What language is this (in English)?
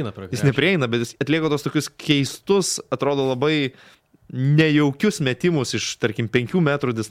Lithuanian